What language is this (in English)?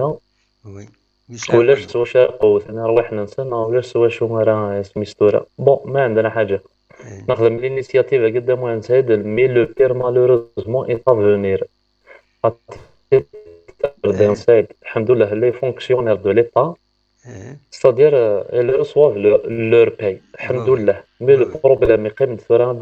Kabyle